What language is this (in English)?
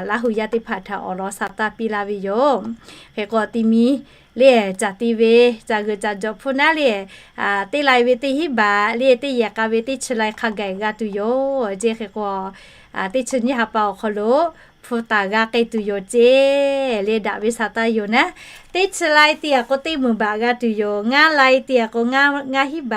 Lahu